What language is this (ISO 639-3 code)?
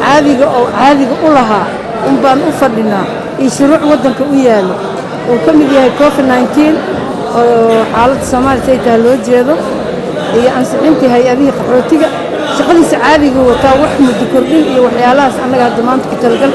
som